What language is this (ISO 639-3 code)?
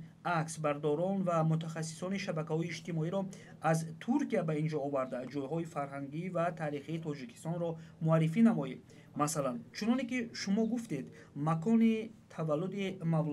tgk